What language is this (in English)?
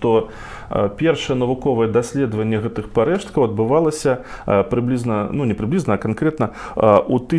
Belarusian